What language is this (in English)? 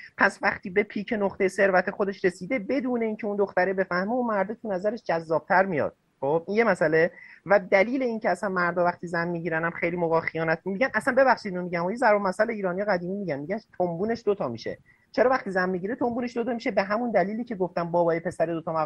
Persian